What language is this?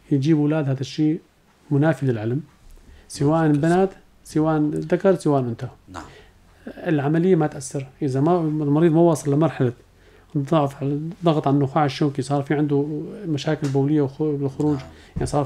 North Levantine Arabic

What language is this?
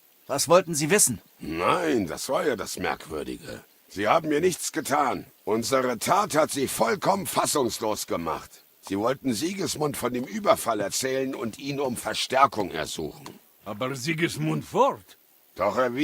Bavarian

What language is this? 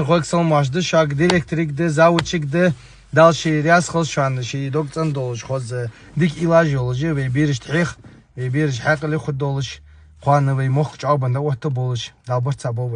Ingush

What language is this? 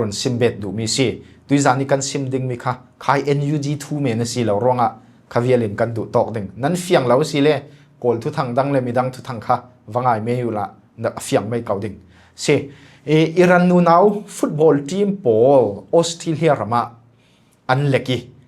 Falam Chin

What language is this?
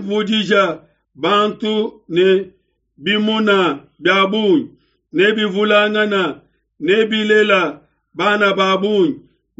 Luba-Lulua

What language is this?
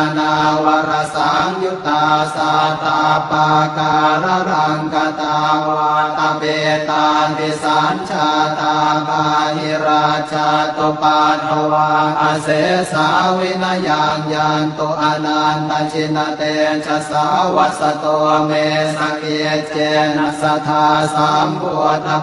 Pali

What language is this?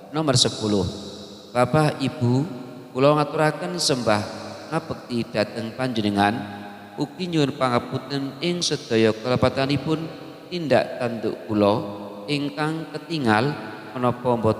Javanese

